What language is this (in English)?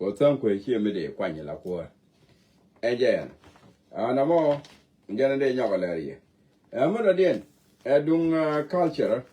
Nuer